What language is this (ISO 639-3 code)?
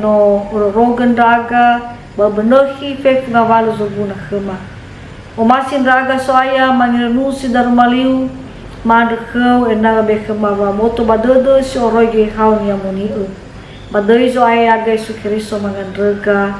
nia